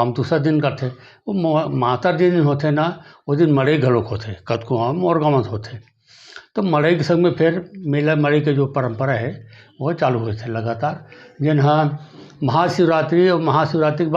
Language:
Chhattisgarhi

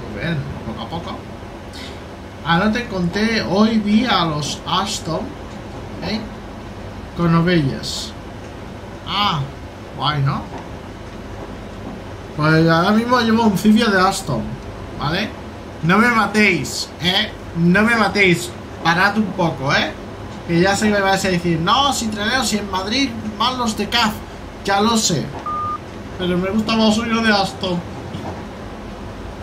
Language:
Spanish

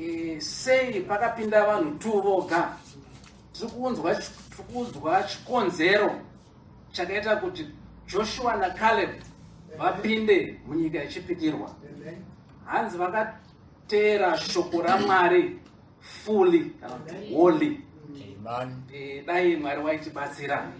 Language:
Shona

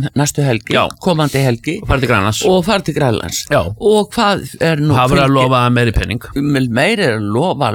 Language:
Icelandic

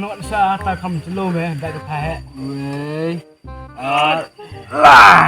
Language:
Khasi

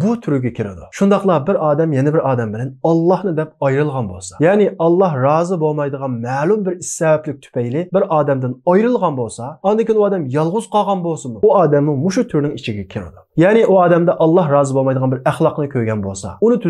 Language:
Uyghur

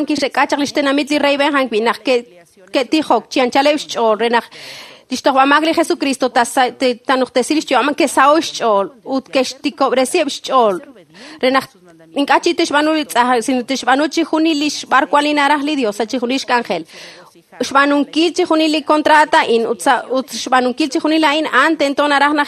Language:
Kekchí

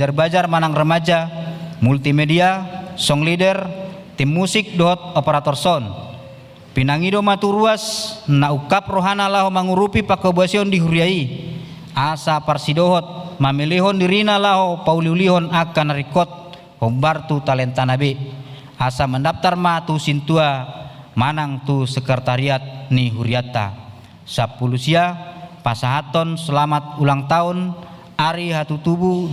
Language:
Batak Toba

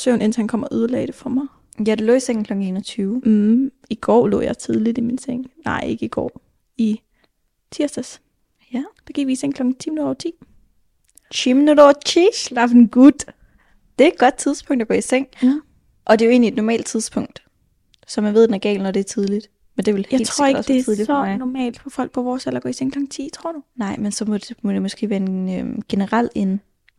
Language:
Danish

